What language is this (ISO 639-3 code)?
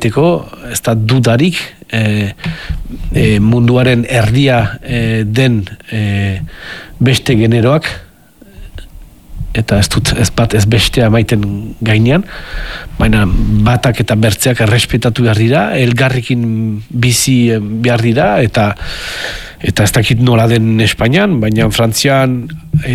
eus